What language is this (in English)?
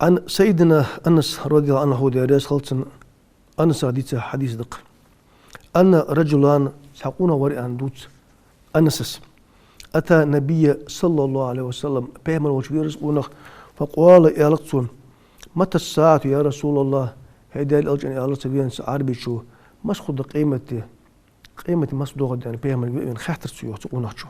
Ingush